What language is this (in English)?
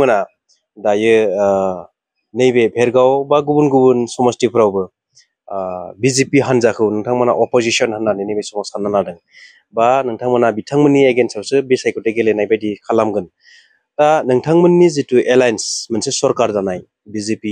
Bodo